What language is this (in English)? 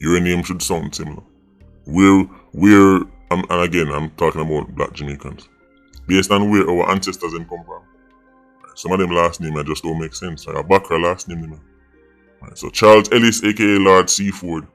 Jamaican Creole English